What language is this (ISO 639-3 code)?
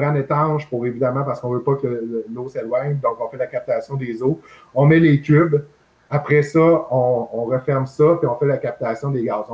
fra